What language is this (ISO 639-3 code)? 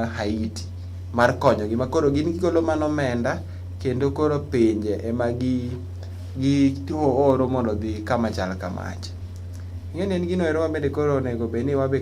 luo